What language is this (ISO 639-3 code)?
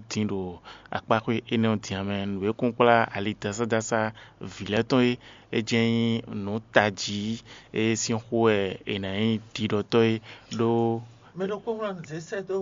fon